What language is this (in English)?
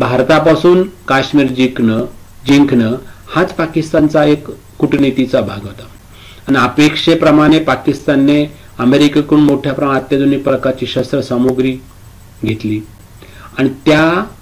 Marathi